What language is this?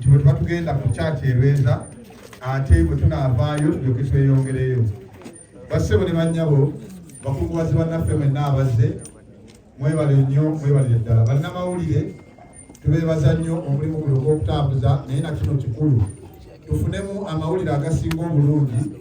Ganda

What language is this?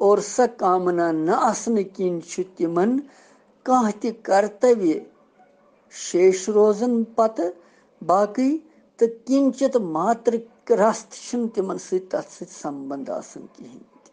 Kashmiri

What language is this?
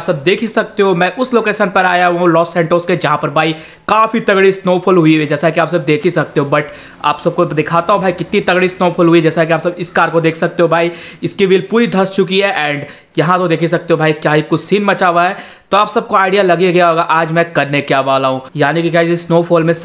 Hindi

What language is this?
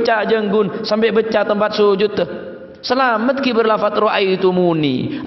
Madurese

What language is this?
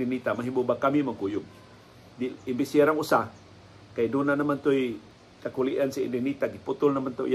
Cebuano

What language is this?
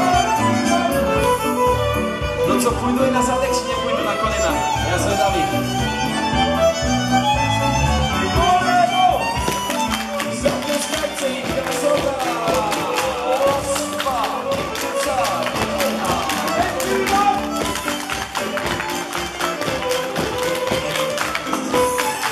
Slovak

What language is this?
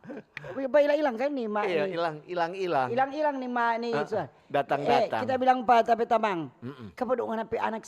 Manado Malay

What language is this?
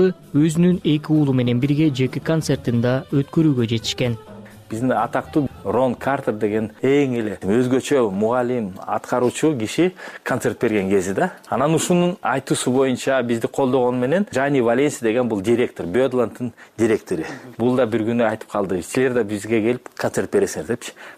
Kyrgyz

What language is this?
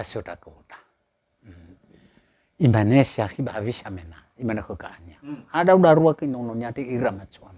Nias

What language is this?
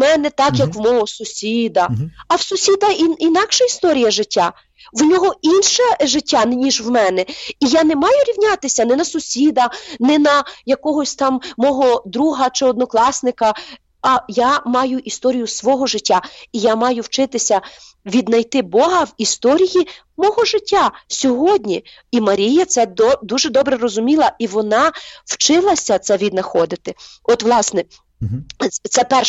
Ukrainian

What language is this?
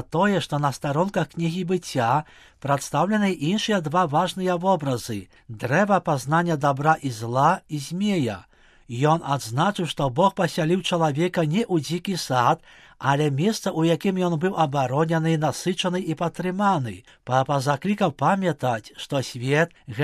Belarusian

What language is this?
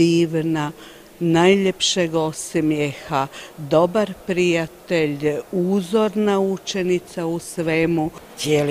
Croatian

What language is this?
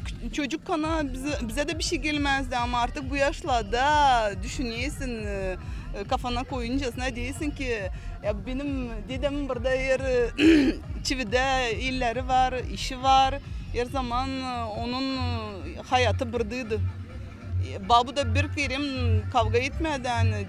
Gagauz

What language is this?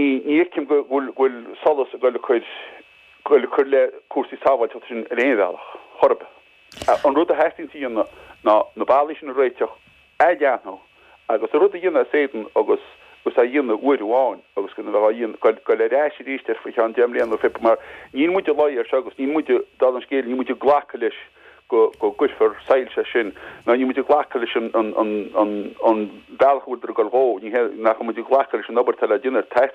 Irish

